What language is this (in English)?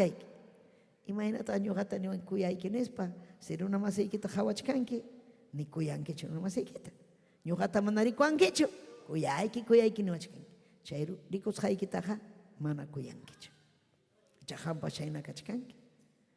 Ayacucho Quechua